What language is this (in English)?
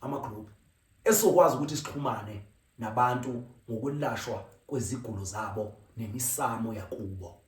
Zulu